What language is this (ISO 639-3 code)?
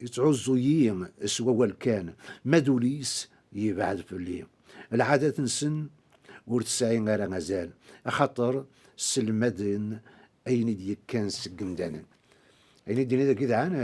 kab